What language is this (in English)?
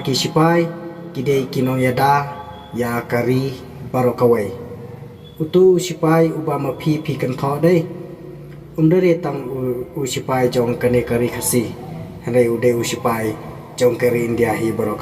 Khasi